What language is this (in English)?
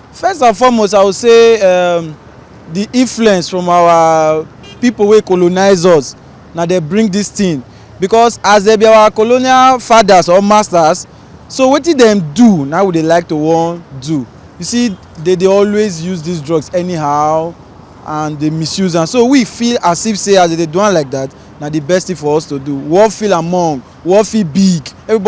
Nigerian Pidgin